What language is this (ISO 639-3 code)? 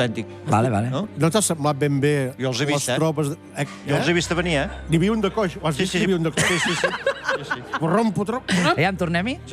cat